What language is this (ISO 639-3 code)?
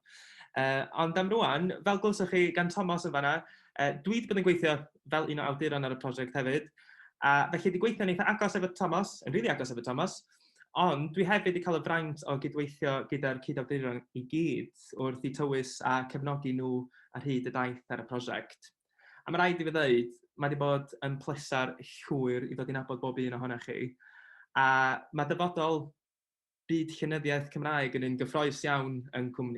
cym